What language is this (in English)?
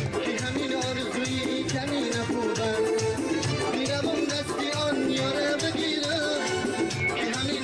Tajik